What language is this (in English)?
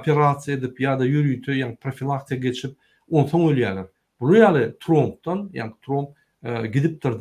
Turkmen